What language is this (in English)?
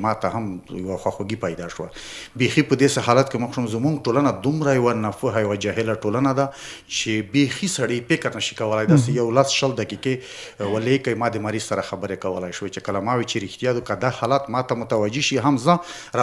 Pashto